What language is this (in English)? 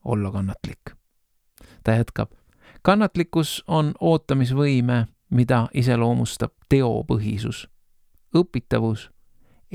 Estonian